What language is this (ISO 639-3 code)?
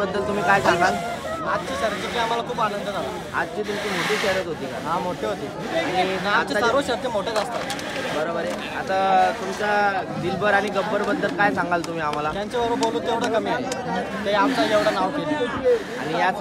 mar